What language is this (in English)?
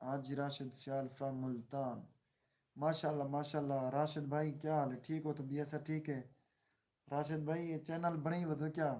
Saraiki